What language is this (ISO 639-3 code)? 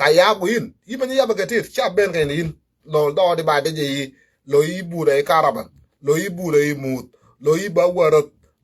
nus